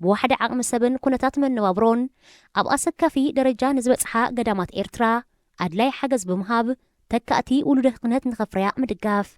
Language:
Tigrinya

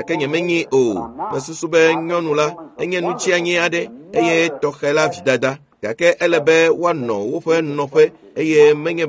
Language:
Ewe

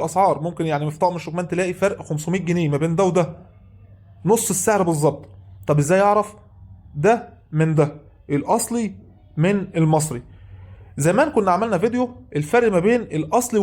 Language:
Egyptian Arabic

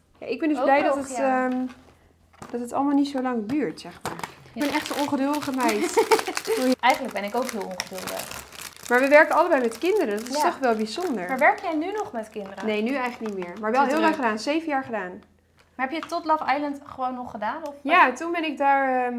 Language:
Dutch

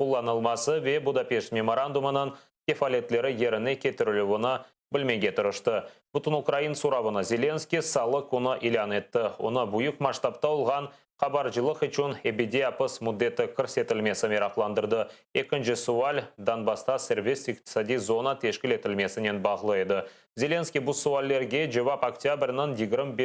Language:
Crimean Tatar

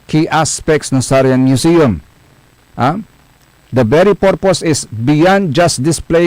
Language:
Pangasinan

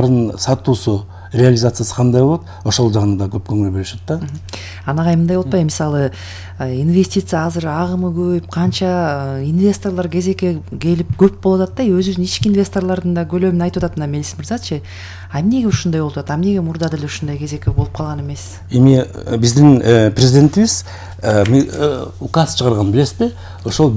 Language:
Kyrgyz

